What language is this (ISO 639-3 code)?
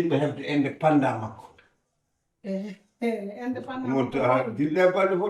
ful